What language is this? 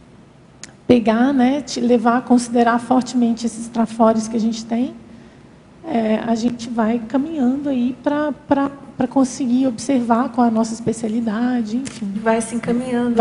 Portuguese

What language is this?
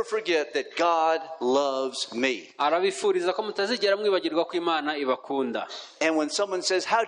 Kinyarwanda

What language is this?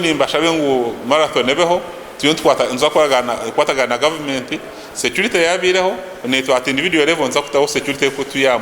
Nyankole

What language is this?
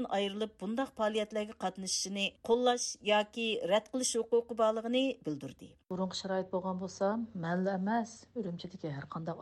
Uyghur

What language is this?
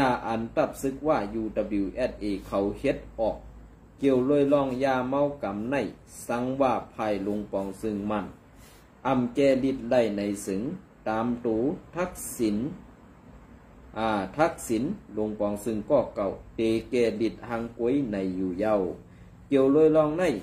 Shan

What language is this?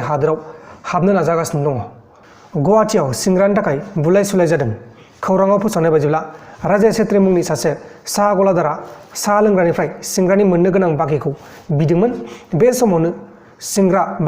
Bodo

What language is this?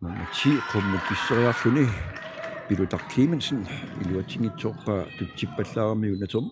Kalaallisut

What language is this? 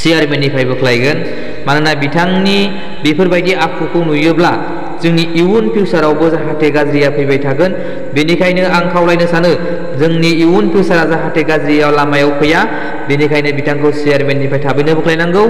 Bodo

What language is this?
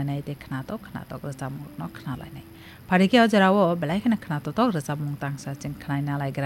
Kok Borok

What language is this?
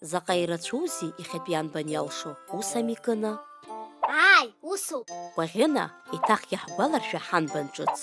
Abkhazian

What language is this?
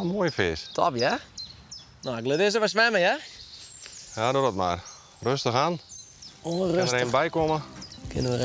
Western Frisian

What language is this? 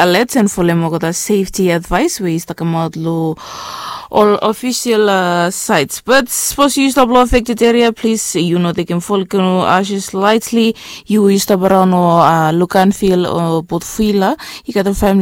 Bislama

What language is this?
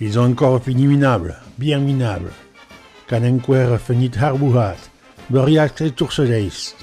Occitan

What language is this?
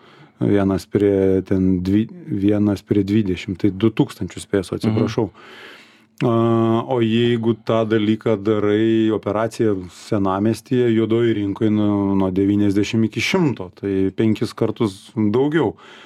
Lithuanian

